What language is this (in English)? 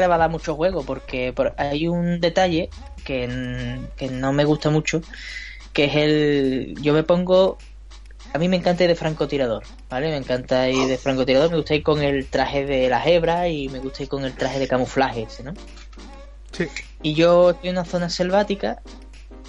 Spanish